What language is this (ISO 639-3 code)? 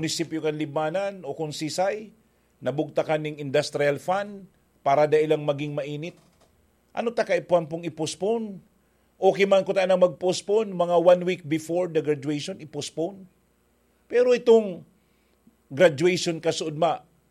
bik